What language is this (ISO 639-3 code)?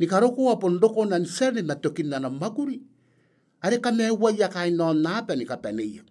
gil